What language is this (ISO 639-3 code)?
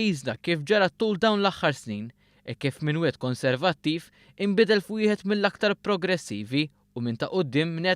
mlt